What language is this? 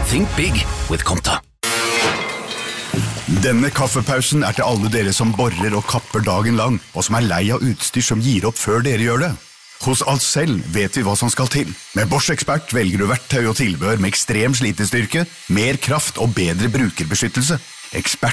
Norwegian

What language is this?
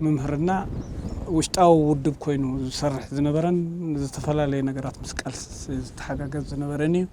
Tigrinya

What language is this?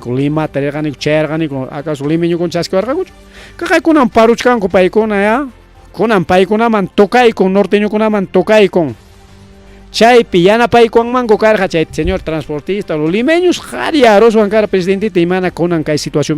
Ayacucho Quechua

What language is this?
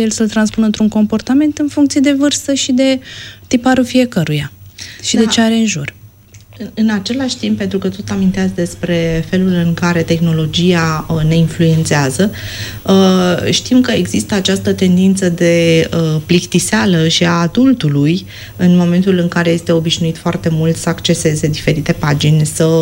Romanian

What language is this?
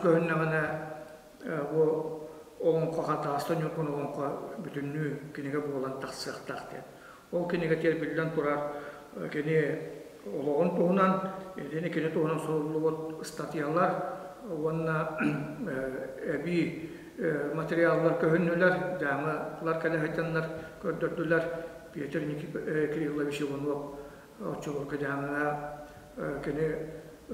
Yakut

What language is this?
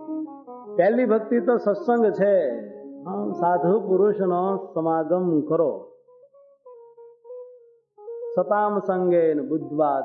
Gujarati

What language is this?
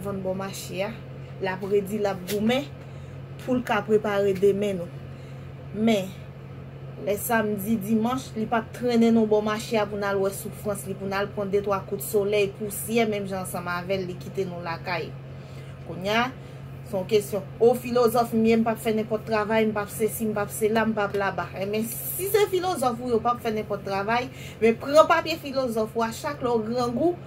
Haitian Creole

